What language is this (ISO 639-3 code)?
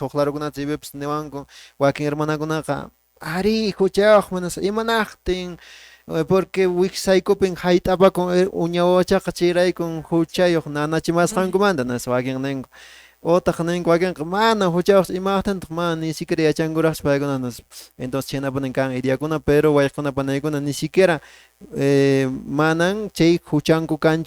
que